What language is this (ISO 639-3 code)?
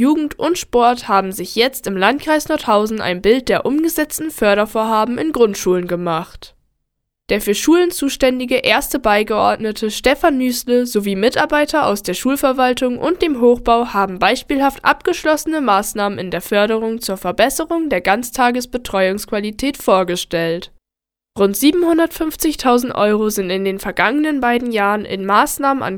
deu